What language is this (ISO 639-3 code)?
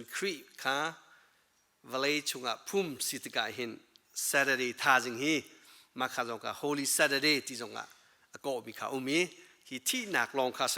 cnh